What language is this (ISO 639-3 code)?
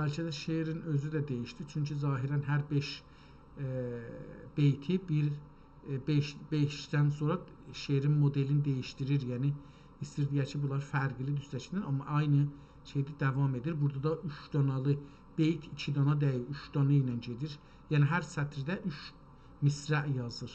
azb